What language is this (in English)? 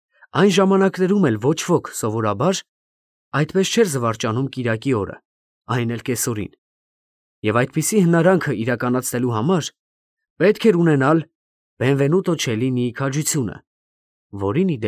Armenian